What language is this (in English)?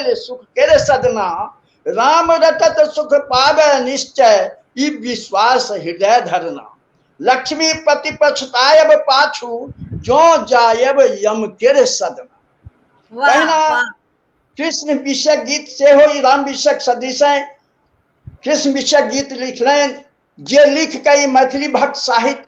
Maithili